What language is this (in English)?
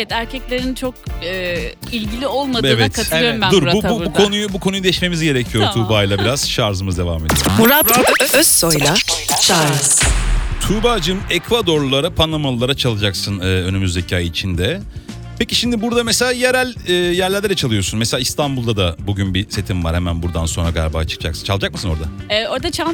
Turkish